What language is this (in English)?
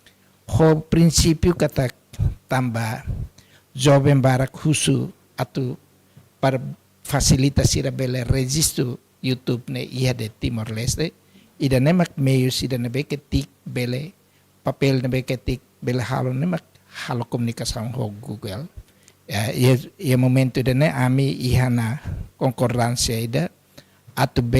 Tetum